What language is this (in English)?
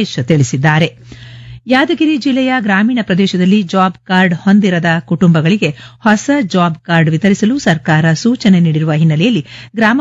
Kannada